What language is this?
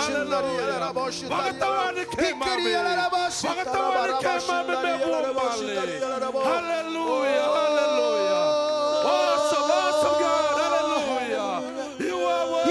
Fijian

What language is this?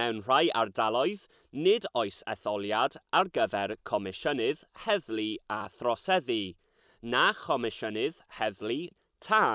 Welsh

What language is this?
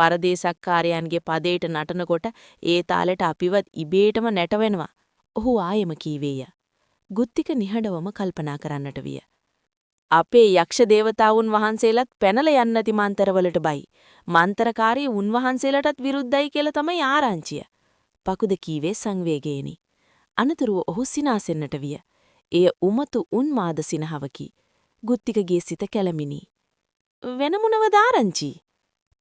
Sinhala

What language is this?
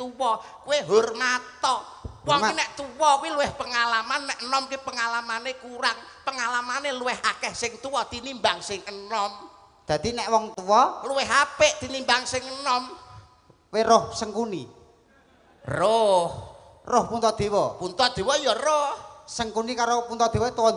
Javanese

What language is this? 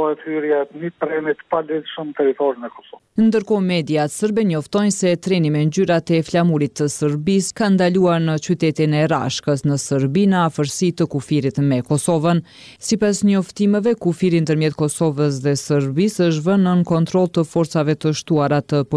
Albanian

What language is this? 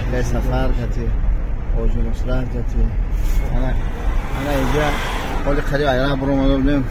Tajik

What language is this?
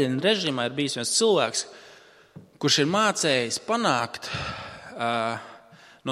Latvian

